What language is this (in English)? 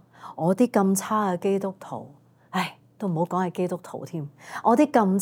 Cantonese